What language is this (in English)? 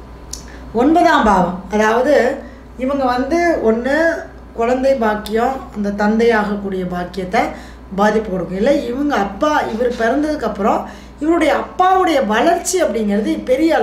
Tamil